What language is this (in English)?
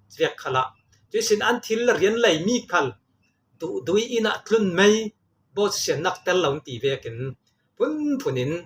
Falam Chin